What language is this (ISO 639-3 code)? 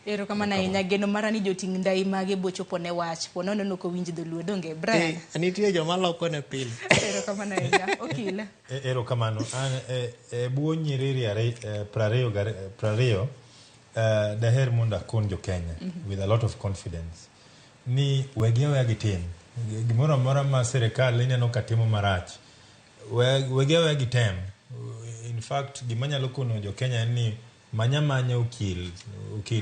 luo